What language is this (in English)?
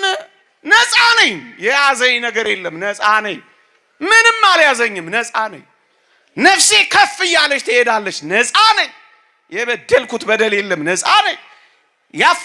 Amharic